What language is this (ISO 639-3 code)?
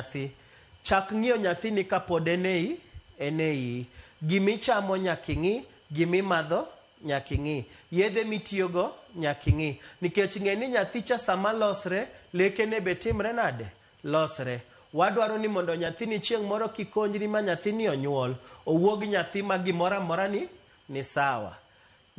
luo